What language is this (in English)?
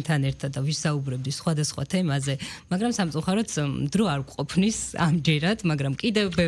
Georgian